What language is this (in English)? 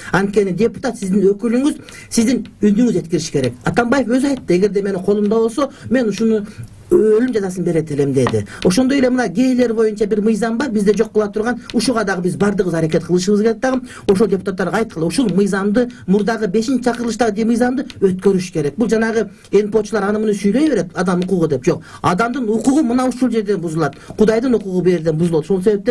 Kyrgyz